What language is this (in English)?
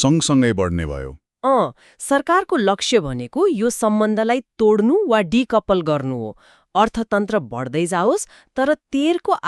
Nepali